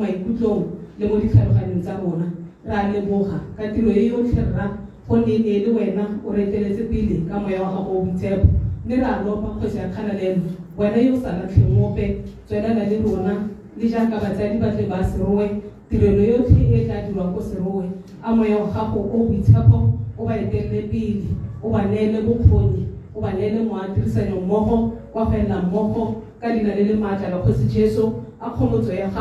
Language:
Tswana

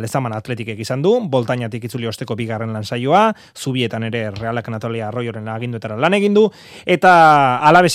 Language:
Basque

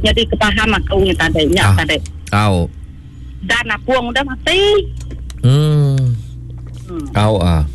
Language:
Iban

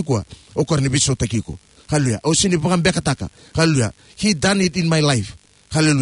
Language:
Fijian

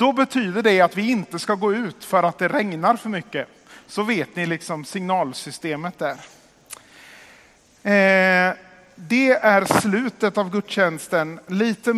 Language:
Swedish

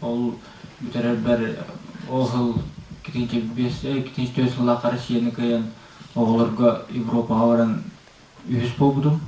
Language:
Yakut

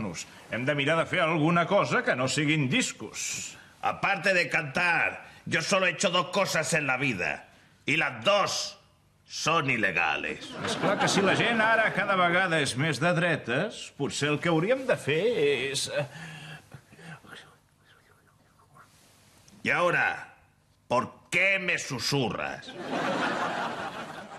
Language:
Catalan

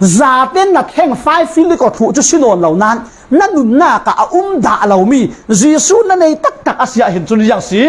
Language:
Falam Chin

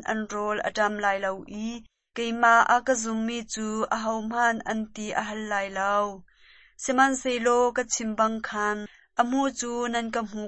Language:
Hakha Chin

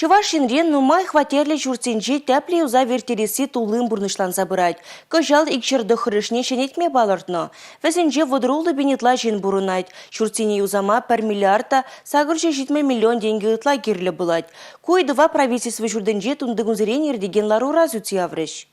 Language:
Chuvash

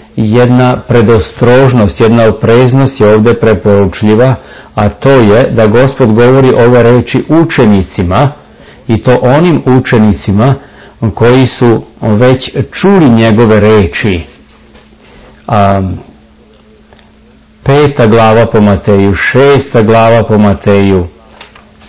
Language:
Serbian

